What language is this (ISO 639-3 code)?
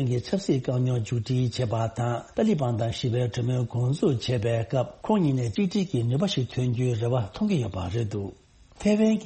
bod